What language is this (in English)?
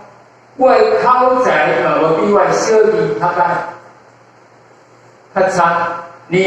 Min Nan Chinese